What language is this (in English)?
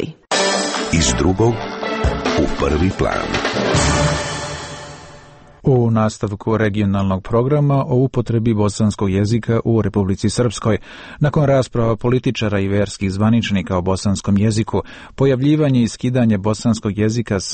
Serbian